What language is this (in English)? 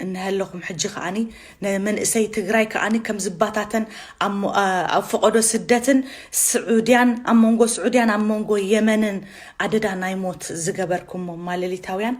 Tigrinya